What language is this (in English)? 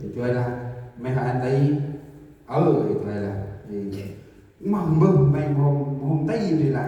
Central Mnong